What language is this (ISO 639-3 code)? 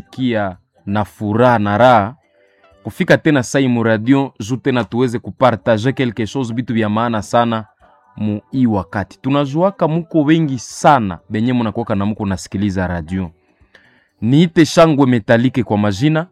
swa